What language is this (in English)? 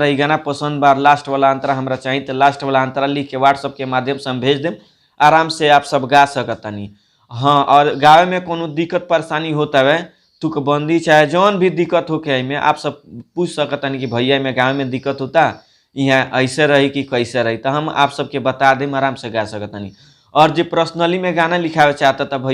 Bhojpuri